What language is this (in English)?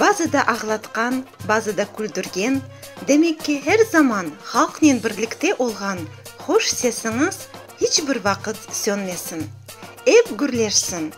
Crimean Tatar